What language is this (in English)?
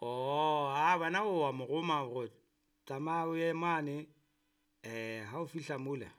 Southern Sotho